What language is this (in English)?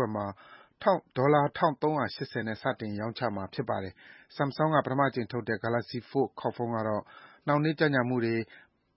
Burmese